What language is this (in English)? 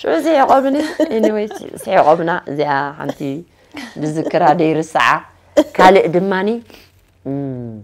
Tigrinya